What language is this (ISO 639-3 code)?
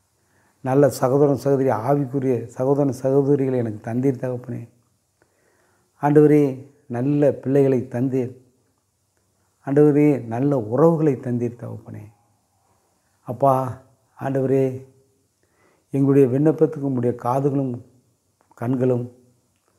tam